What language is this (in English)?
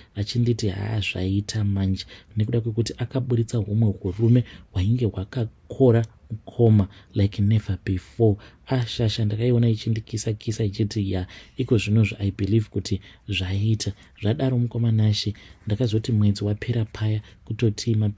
Shona